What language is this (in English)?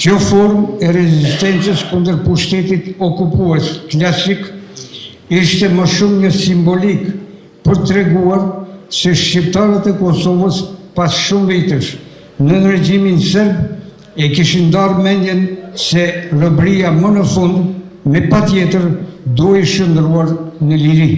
Albanian